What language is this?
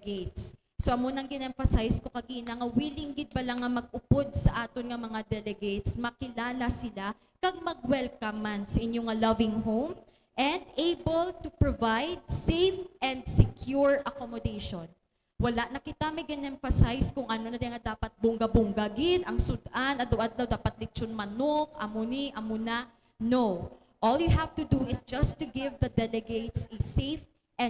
Hiligaynon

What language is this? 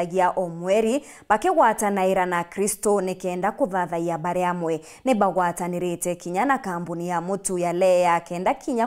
Meru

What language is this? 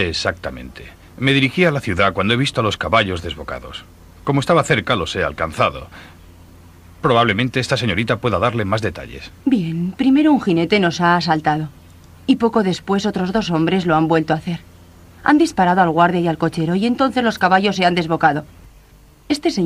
Spanish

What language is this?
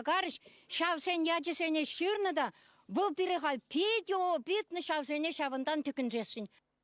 Chuvash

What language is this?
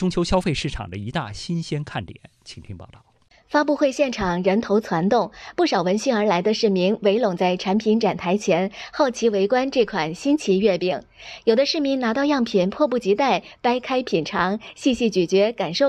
Chinese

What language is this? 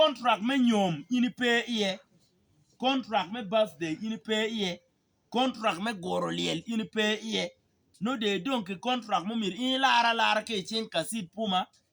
Acoli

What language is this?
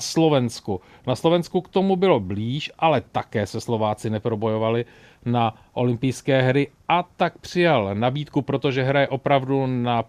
Czech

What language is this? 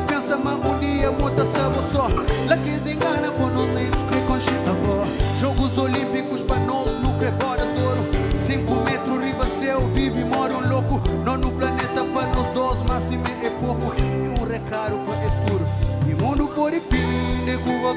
Kabuverdianu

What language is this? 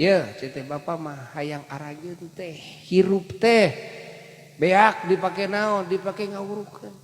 Sundanese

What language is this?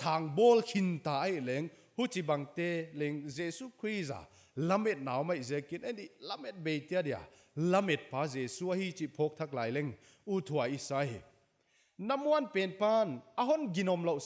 Paite Chin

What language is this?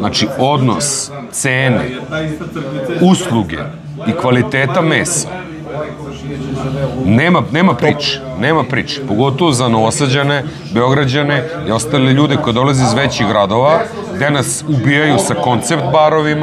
Serbian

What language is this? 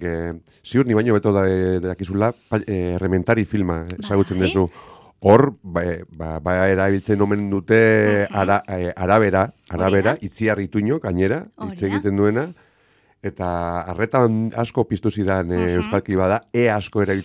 Basque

